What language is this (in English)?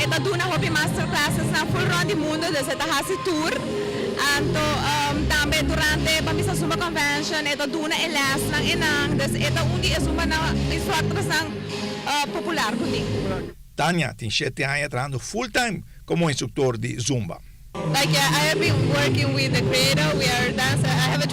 Papiamento